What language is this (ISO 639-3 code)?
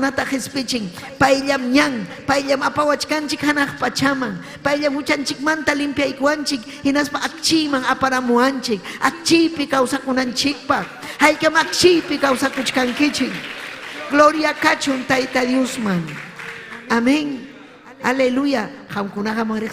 quy